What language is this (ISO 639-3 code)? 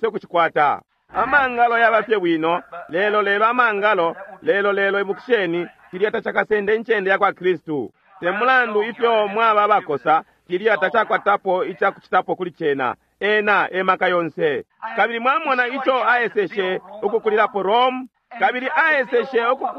bem